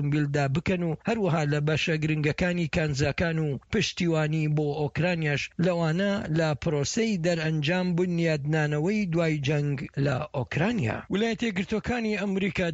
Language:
Central Kurdish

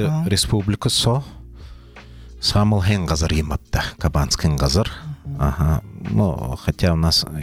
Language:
Buriat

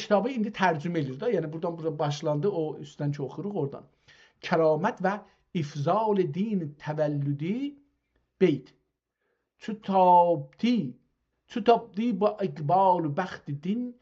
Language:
South Azerbaijani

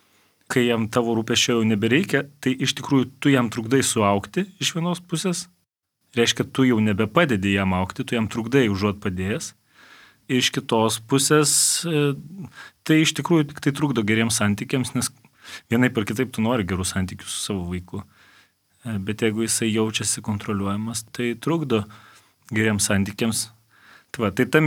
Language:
Lithuanian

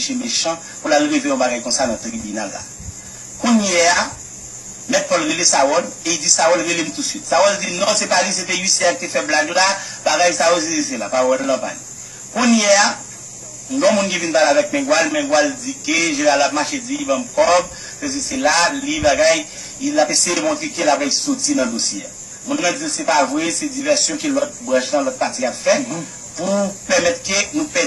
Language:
Haitian Creole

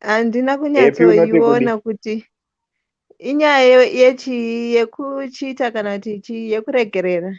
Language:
Shona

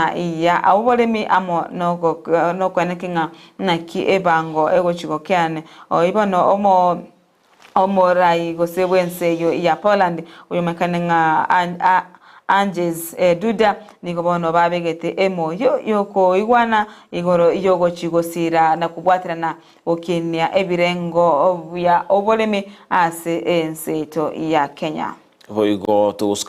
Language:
Gusii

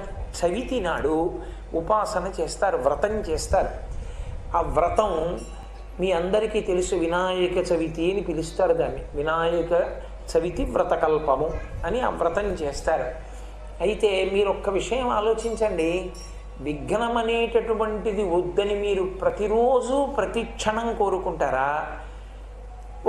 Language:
Telugu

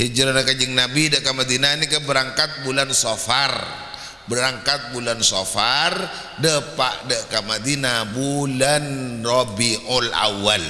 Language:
Madurese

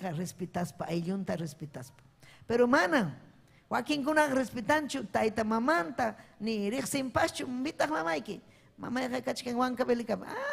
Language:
Ayacucho Quechua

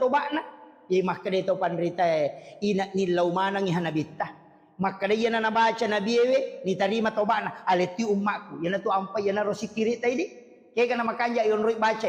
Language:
Buginese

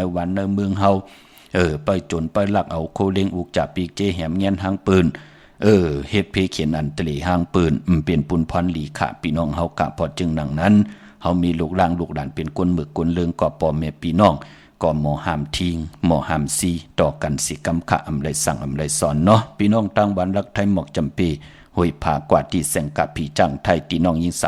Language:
Shan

